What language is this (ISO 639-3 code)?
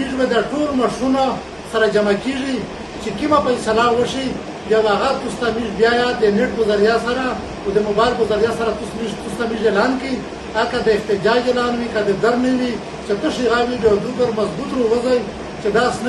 pus